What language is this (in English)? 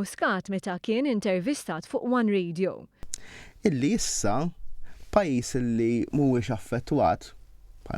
Maltese